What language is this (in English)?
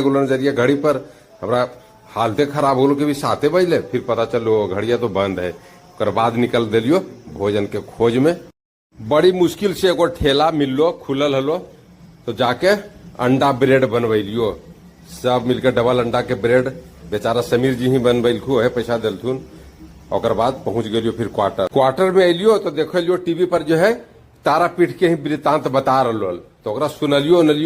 Magahi